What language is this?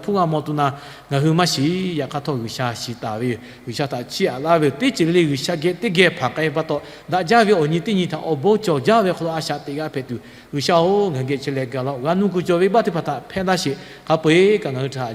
Lahu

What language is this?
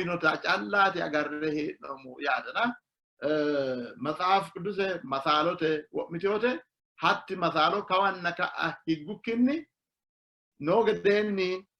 Sidamo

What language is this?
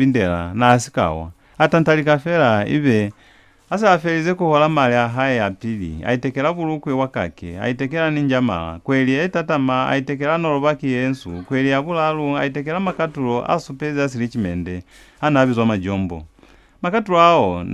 Lozi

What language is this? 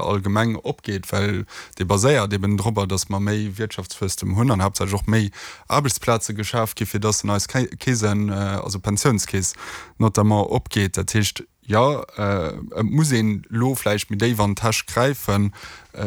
Luxembourgish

